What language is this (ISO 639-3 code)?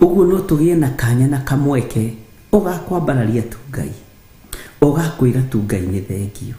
kik